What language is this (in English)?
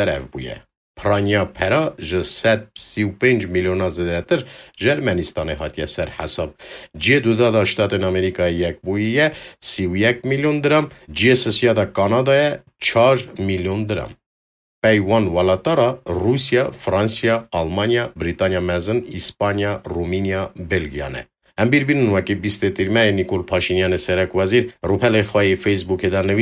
Kurdish